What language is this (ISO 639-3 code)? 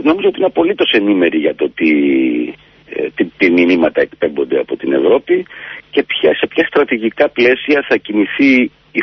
ell